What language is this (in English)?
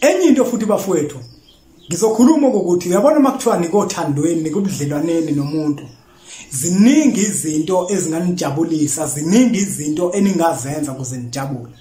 Zulu